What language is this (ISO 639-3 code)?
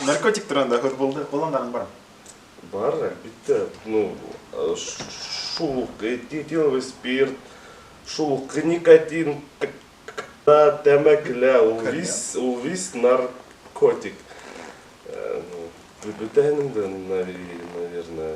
bak